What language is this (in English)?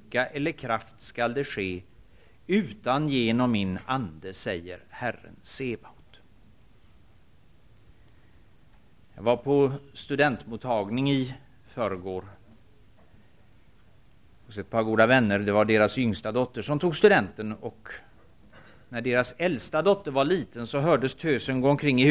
Swedish